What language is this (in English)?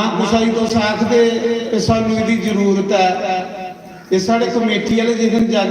Dogri